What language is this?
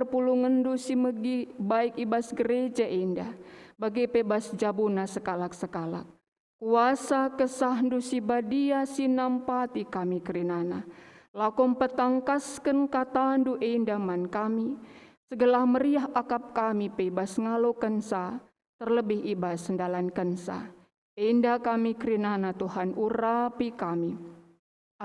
Batak Karo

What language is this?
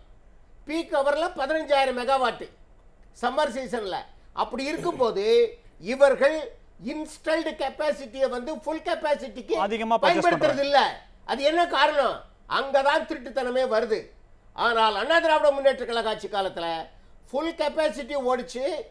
Tamil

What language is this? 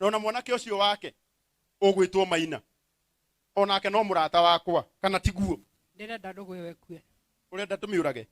Kikuyu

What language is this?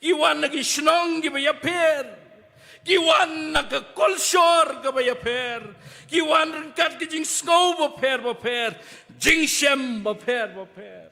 Khasi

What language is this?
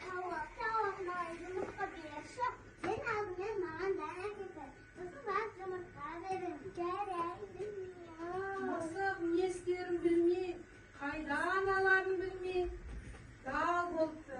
Kazakh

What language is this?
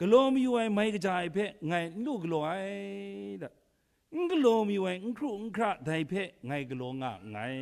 Kachin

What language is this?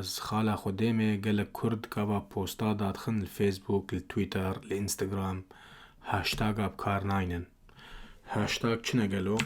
Kurdish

